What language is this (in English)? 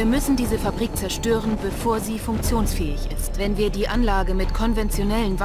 Bavarian